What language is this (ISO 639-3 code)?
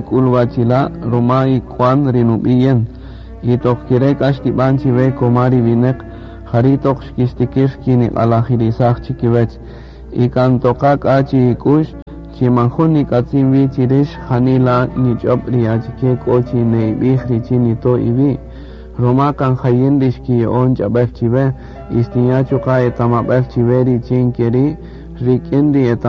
cak